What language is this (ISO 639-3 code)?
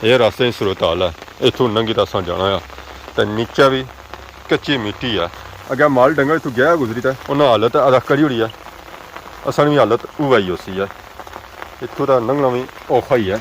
phr